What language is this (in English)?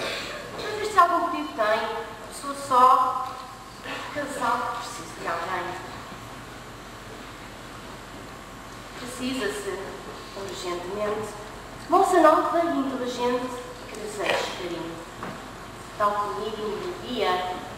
Portuguese